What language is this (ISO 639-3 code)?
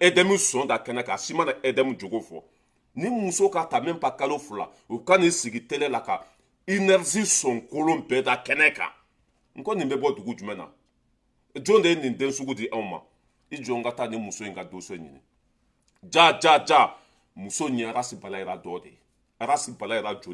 bam